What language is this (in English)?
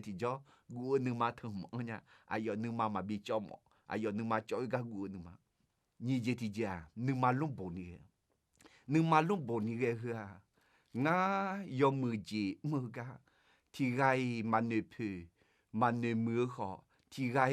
Akha